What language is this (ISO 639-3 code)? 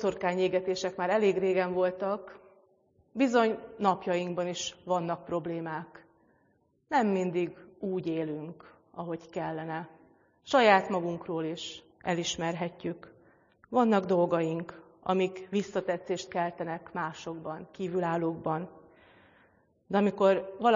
hun